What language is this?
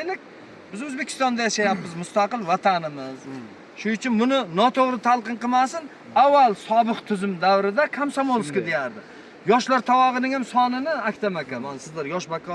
Uzbek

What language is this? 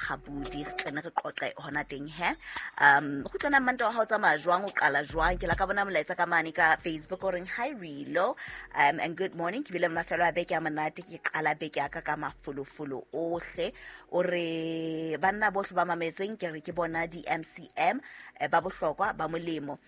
Southern Sotho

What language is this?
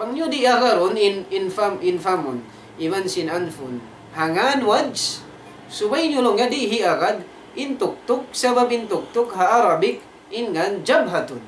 Tausug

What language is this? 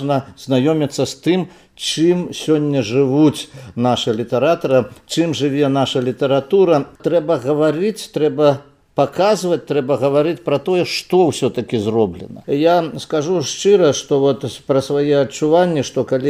Belarusian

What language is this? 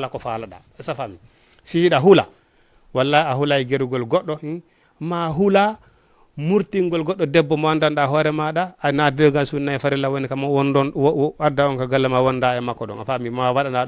Fula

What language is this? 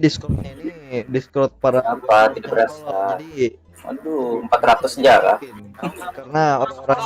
Banjar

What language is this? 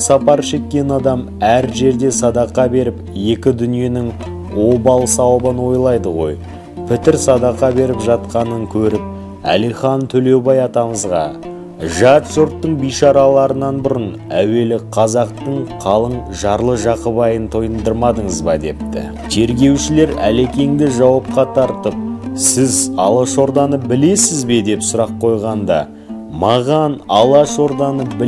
Kazakh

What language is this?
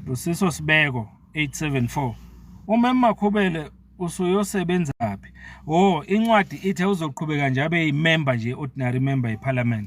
Zulu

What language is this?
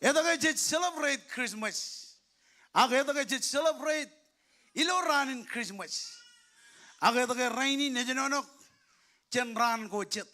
Marshallese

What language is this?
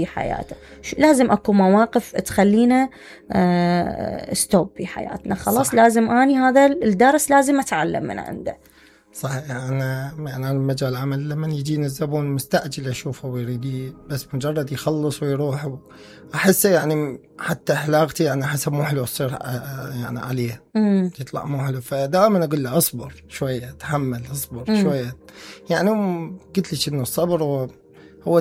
Mesopotamian Arabic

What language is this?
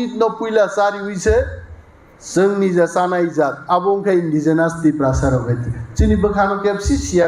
Kok Borok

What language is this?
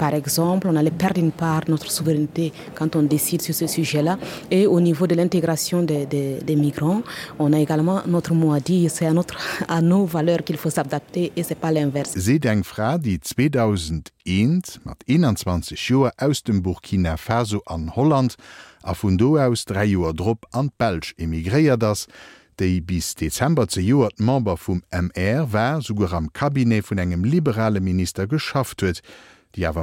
Luxembourgish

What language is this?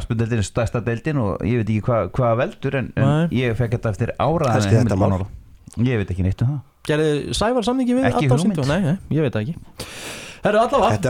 Icelandic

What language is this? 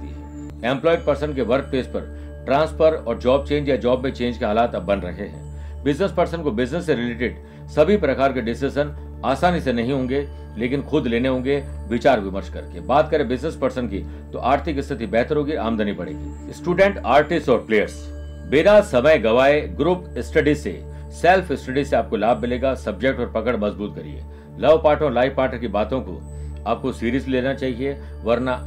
Hindi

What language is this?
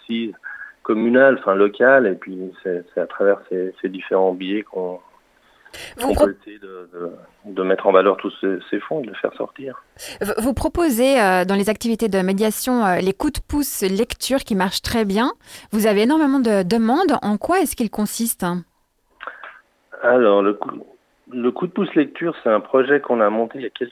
French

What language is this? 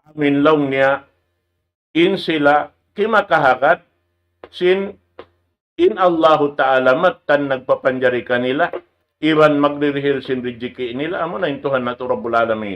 Tausug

